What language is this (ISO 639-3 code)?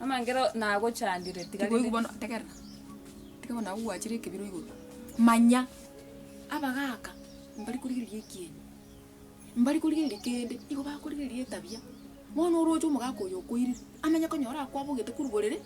guz